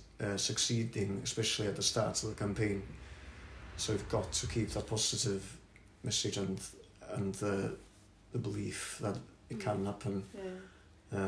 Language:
English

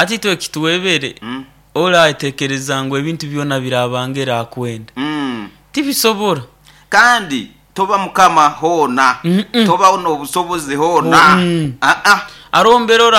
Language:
Nyoro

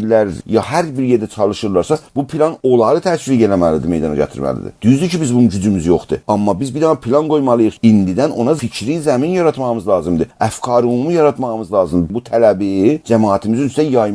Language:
South Azerbaijani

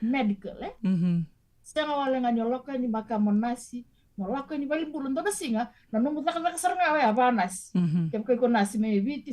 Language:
Fijian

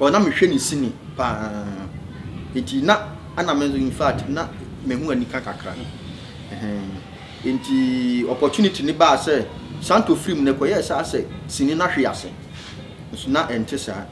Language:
Akan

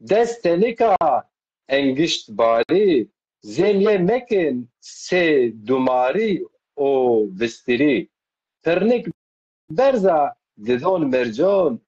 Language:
Zaza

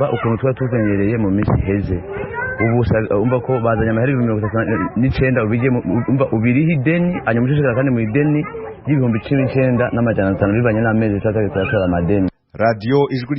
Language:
Rundi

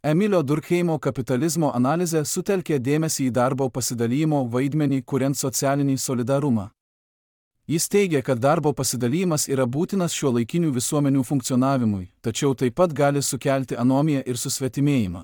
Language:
Lithuanian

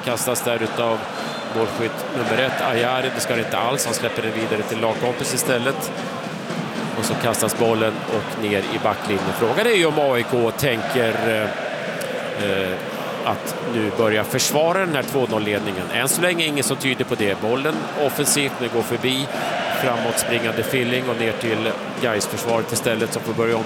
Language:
Swedish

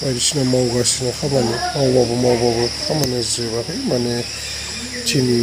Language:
Bodo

